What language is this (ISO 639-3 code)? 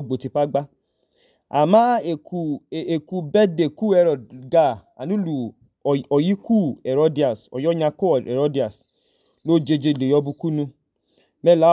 idu